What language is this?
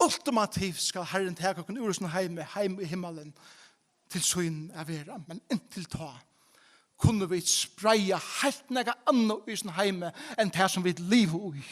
Faroese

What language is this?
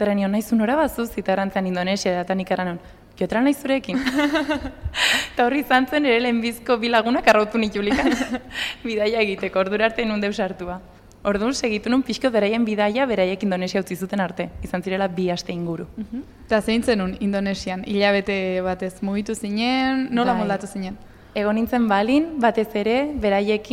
Basque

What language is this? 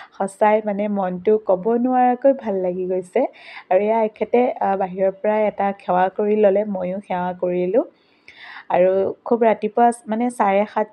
Assamese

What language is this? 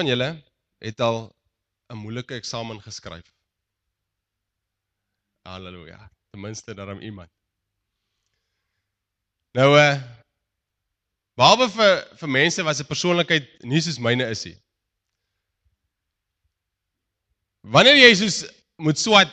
Afrikaans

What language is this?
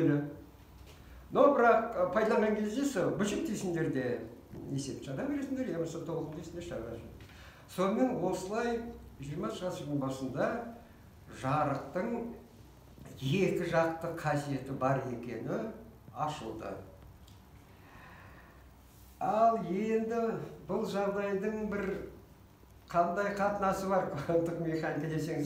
Kazakh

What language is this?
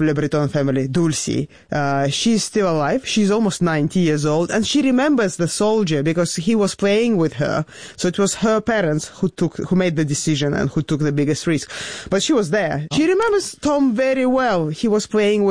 English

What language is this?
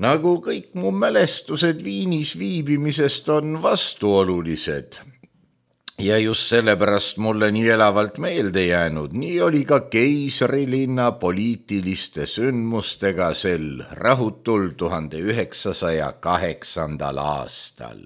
Estonian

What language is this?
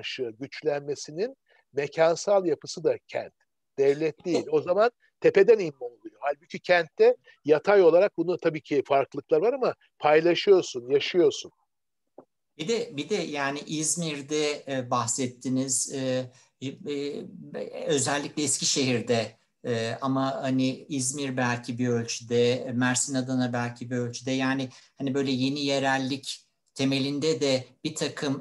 Turkish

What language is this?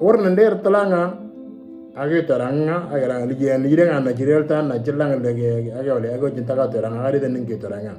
Moro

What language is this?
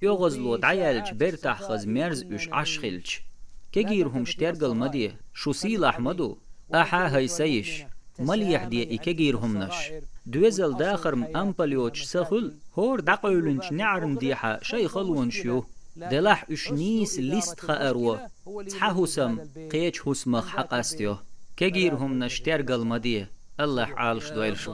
Chechen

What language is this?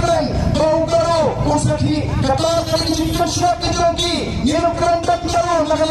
Khasi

